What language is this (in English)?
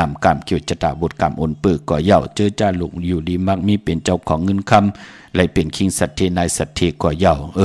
Shan